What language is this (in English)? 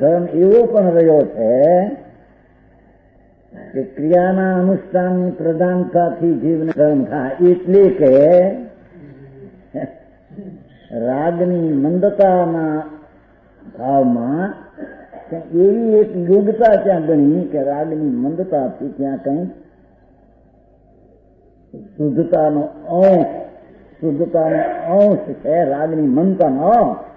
Gujarati